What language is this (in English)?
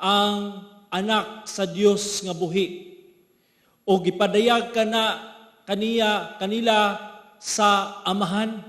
Cebuano